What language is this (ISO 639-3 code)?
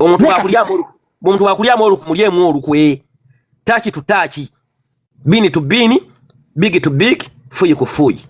lug